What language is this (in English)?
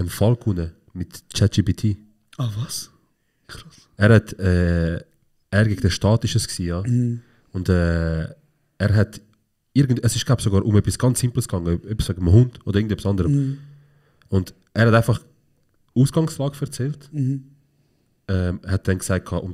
Swiss German